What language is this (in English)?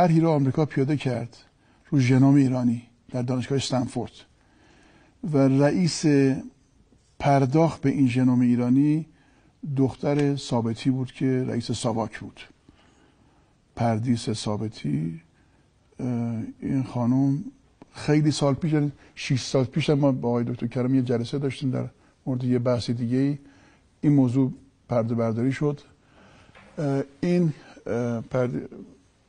Persian